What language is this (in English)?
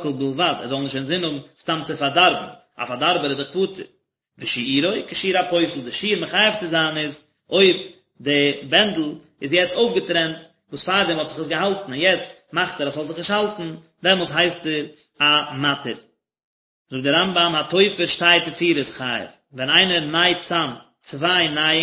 Yiddish